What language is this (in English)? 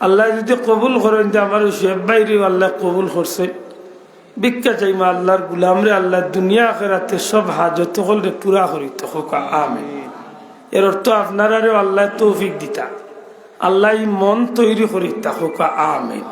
Sylheti